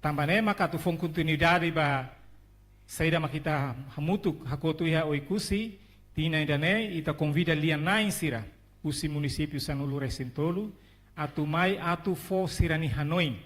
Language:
Tetum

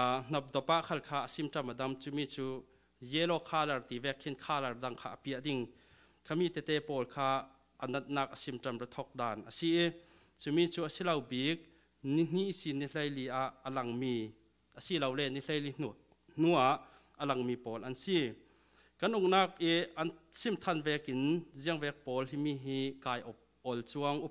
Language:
Falam Chin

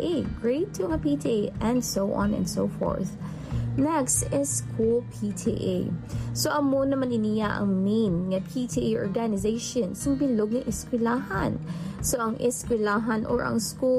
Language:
Hiligaynon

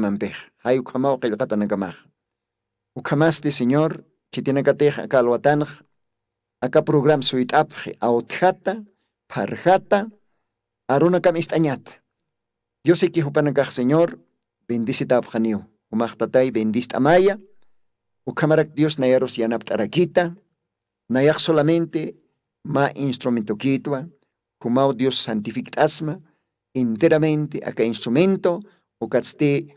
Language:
Aymara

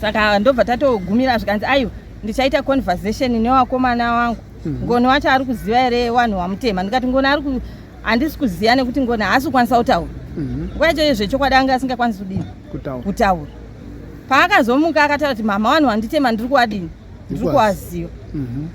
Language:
Shona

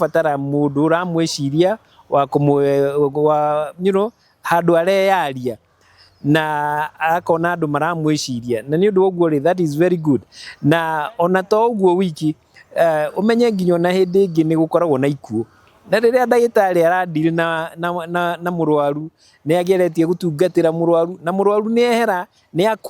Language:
Kikuyu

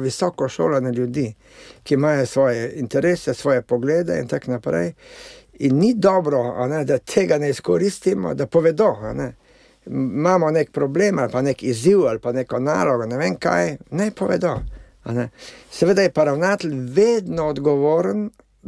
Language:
Slovenian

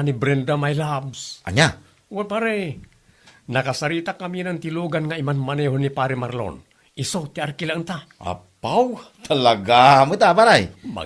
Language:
Iloko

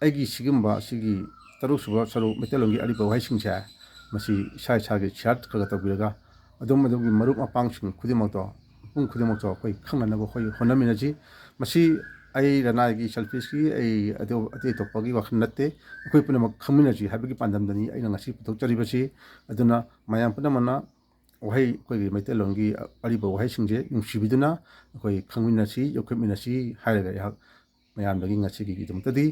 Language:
Manipuri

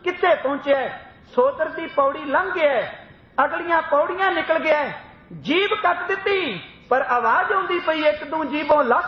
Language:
Punjabi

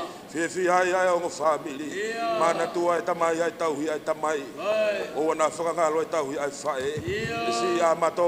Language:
Tongan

